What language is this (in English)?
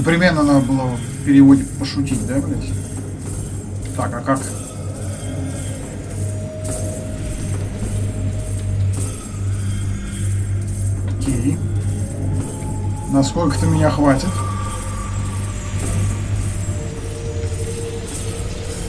Russian